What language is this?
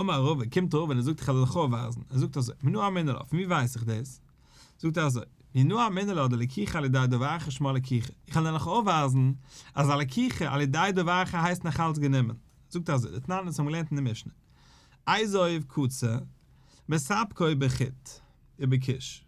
Yiddish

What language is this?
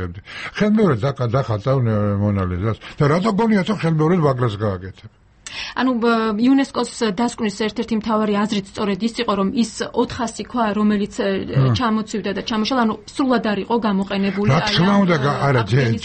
Georgian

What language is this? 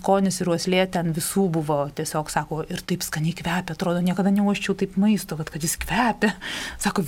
Lithuanian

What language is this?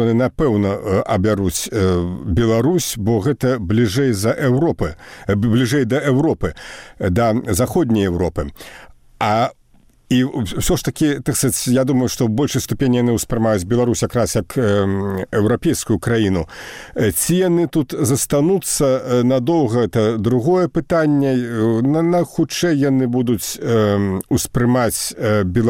Belarusian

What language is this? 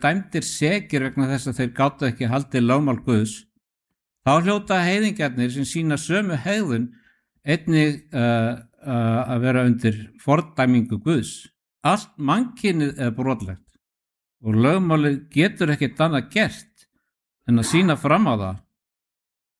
Icelandic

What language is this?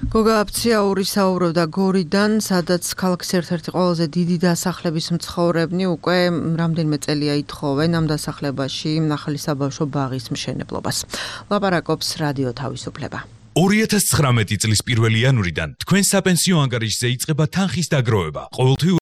Georgian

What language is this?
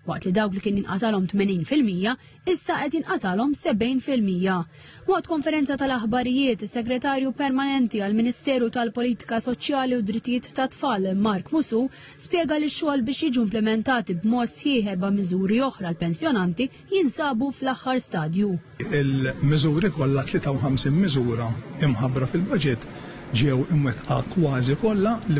Maltese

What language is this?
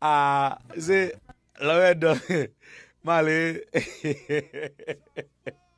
Haitian Creole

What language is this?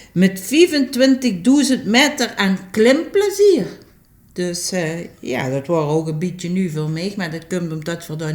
Limburgish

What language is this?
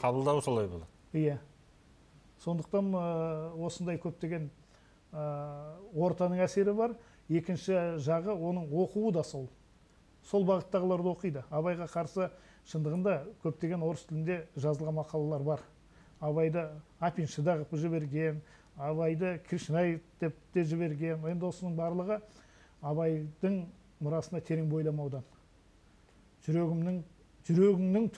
Kazakh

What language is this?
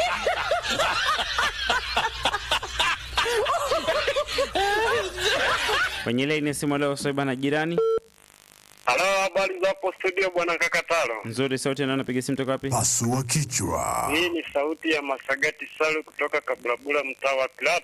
Swahili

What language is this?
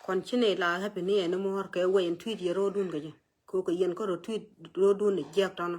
Nuer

